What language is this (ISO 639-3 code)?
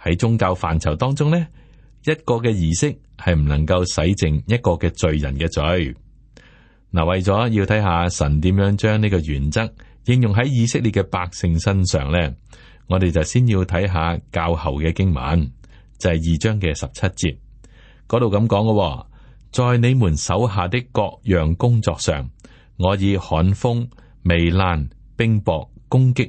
yue